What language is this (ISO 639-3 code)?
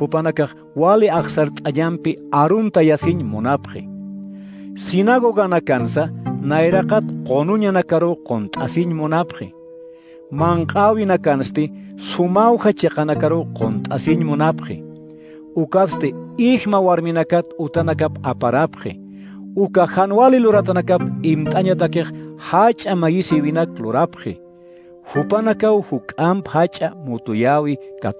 aym